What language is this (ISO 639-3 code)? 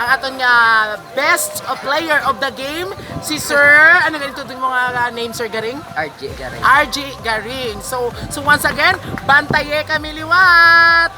hil